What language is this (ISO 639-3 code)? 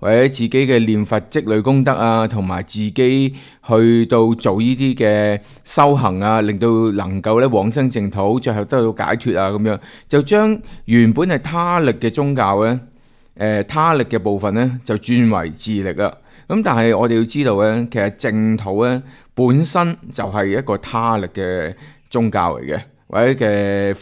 yue